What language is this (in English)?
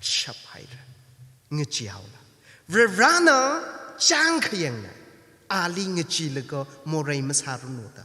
Tangkhul Naga (India)